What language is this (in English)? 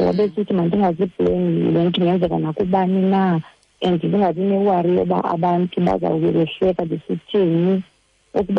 Xhosa